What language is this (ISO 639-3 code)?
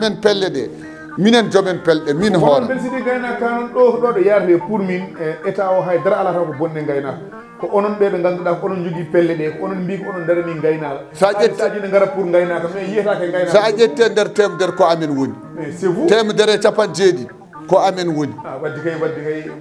ful